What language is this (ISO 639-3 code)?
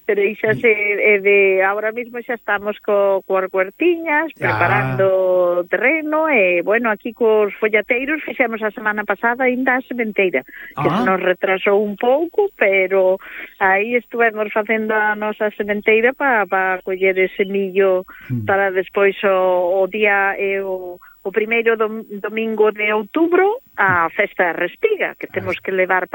glg